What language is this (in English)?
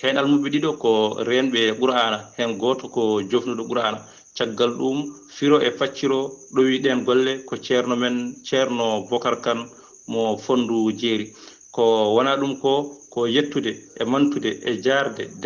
Fula